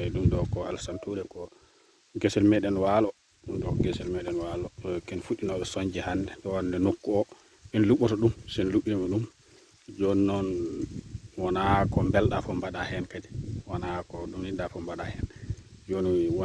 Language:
Fula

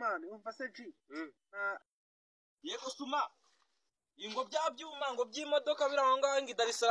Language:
Kinyarwanda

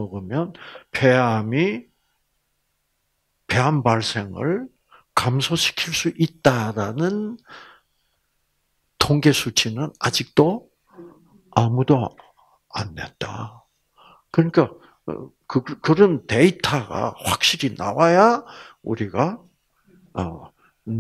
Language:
Korean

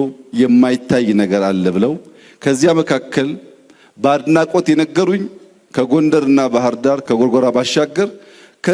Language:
Amharic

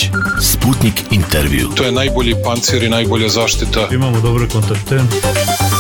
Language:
Serbian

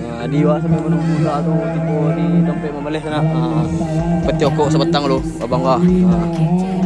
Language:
Minangkabau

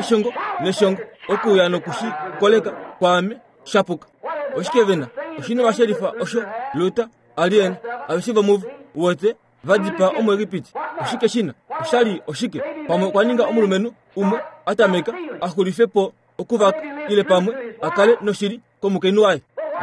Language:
Kuanyama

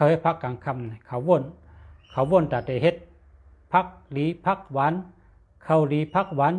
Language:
Shan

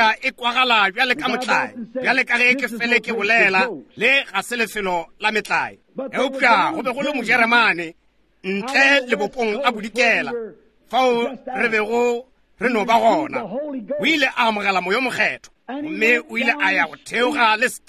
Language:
Northern Sotho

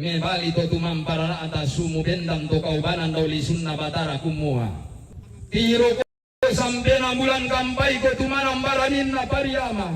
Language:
Toraja-Sa'dan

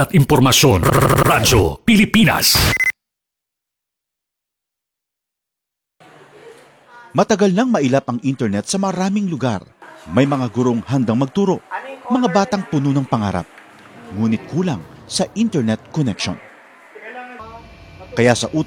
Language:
Filipino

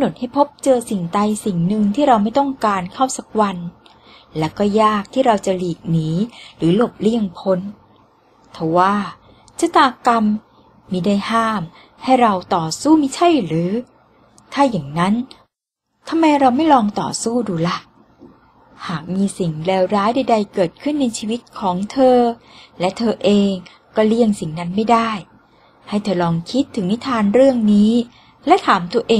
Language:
Thai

